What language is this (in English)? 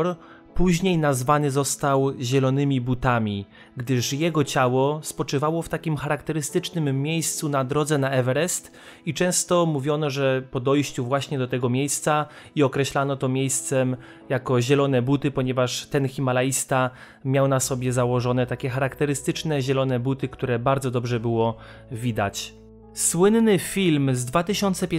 Polish